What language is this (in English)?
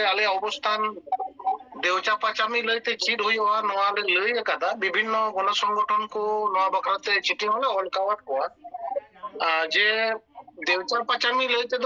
Santali